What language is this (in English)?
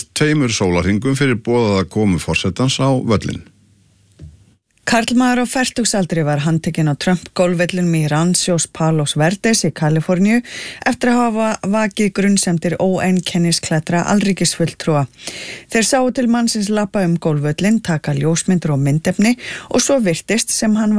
Icelandic